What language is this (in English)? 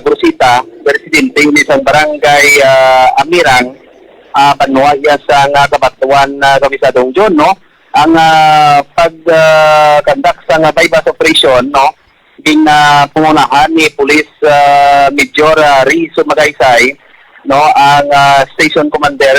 Hiligaynon